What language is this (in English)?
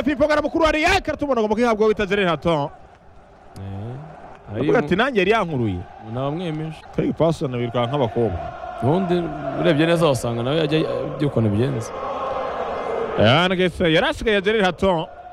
Kinyarwanda